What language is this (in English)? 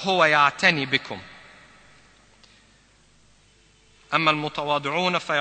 Egyptian Arabic